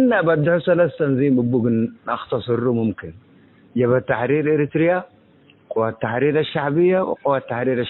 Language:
Tigre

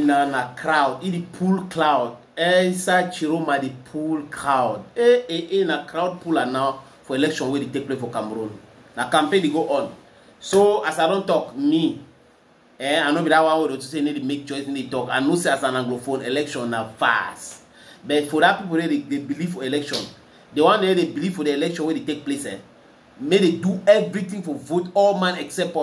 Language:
Nigerian Pidgin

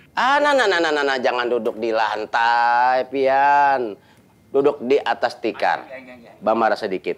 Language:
Banjar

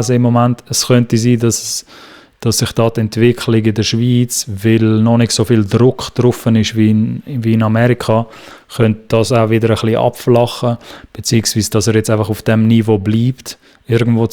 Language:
Swiss German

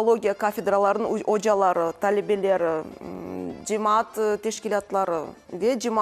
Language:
Crimean Tatar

